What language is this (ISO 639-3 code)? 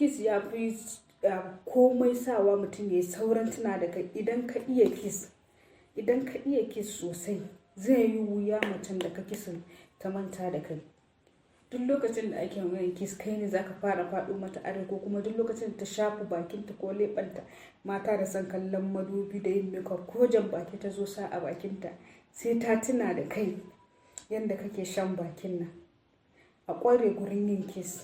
hau